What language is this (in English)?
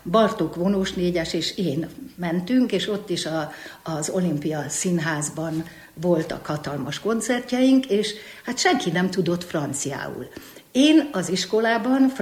Hungarian